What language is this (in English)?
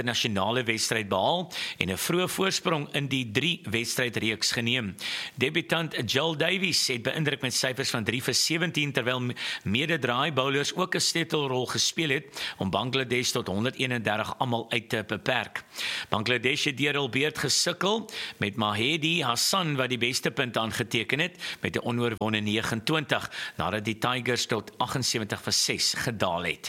Afrikaans